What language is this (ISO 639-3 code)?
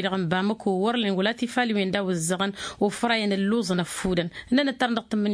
taq